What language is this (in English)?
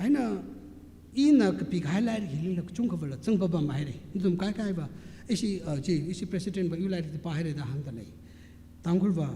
Tangkhul Naga (India)